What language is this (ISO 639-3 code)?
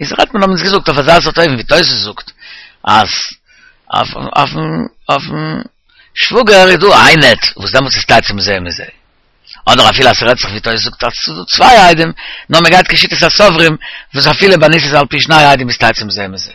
yid